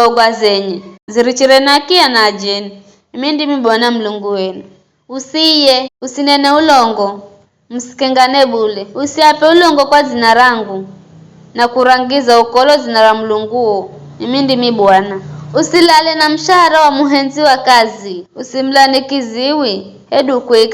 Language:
Giryama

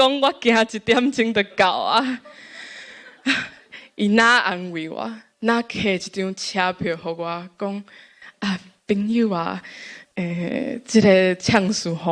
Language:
Min Nan Chinese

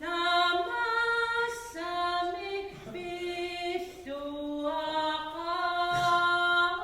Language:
Kalaallisut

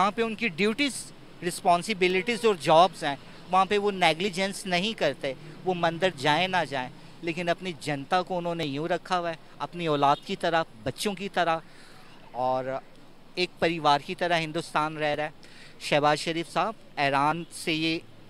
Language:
Hindi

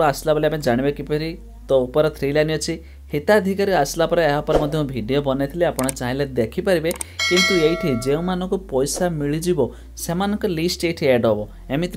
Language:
Odia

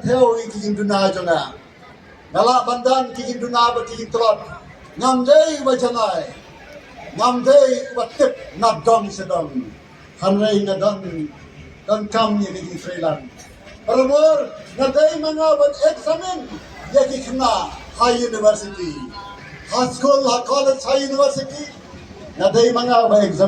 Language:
Khasi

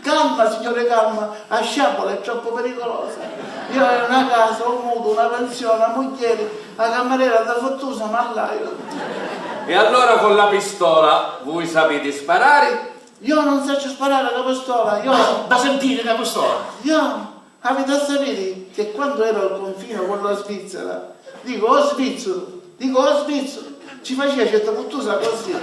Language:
Sicilian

